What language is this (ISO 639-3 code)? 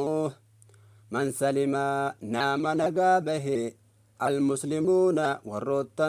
orm